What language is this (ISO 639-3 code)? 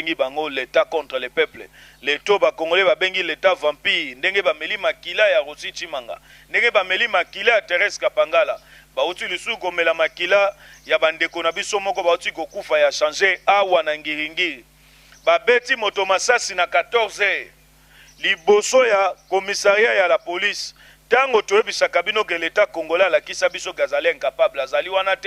lin